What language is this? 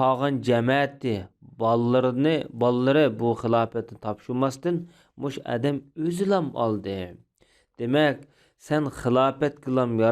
Uyghur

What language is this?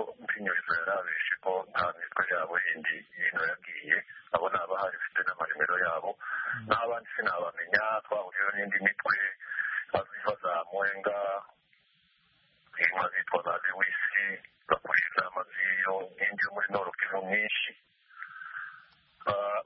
Kinyarwanda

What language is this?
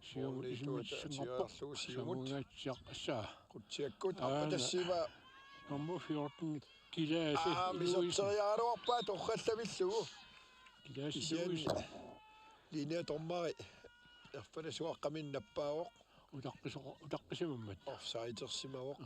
Kalaallisut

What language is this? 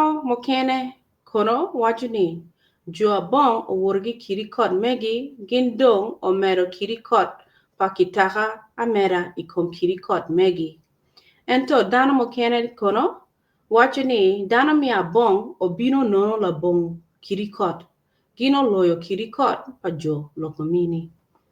Acoli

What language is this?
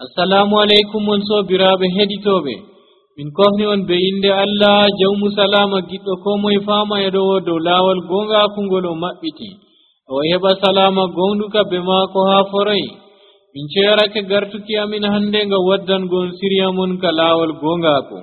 Nigerian Fulfulde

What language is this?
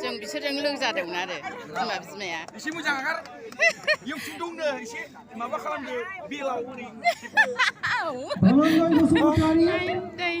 Bodo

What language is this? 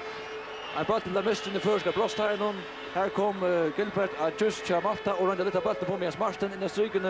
Faroese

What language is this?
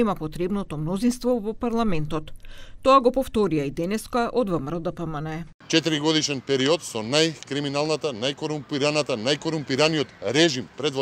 Macedonian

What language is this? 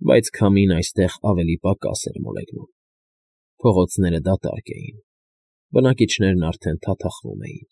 Armenian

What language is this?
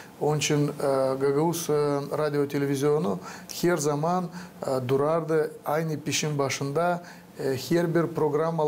Gagauz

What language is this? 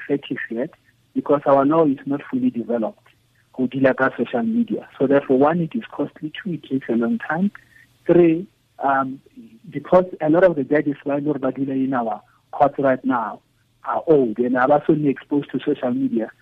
Tswana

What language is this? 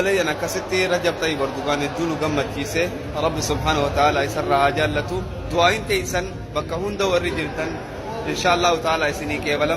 Oromo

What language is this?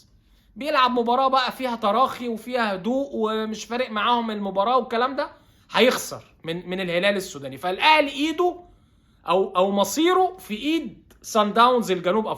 Egyptian Arabic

